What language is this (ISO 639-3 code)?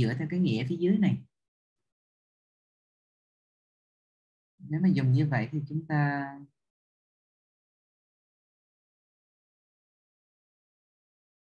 vie